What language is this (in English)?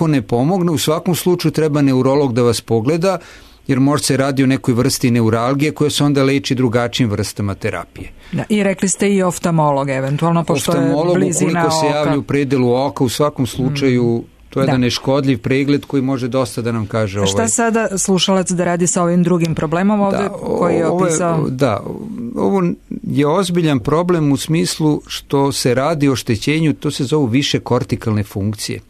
Serbian